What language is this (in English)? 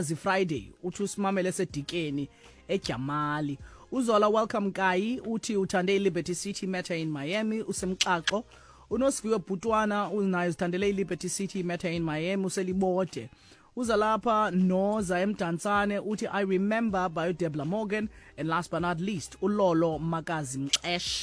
Xhosa